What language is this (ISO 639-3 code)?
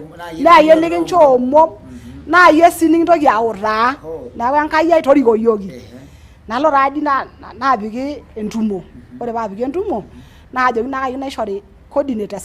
mas